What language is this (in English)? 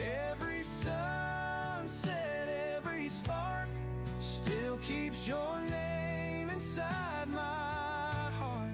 Yiddish